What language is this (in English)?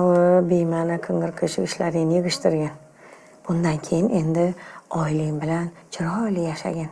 Uzbek